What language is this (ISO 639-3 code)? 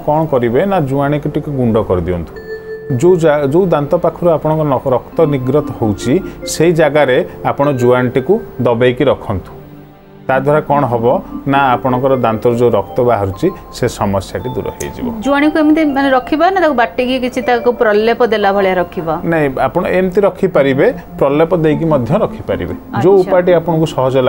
ori